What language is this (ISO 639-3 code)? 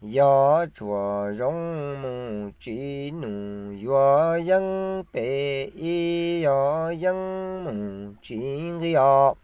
hmn